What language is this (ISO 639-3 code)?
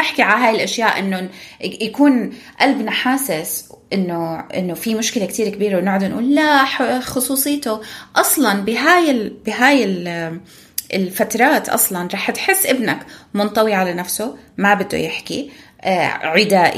apc